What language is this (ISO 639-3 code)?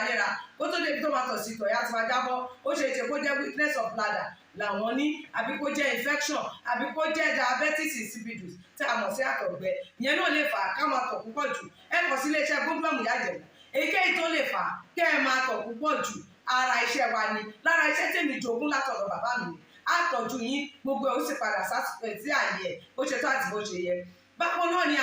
yor